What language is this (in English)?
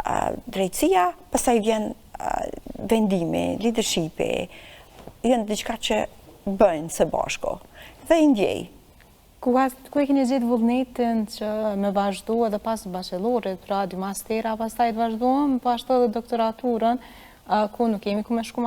Albanian